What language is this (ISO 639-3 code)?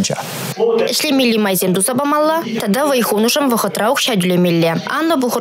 chv